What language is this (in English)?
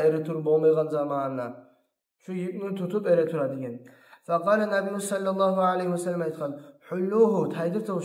Kumyk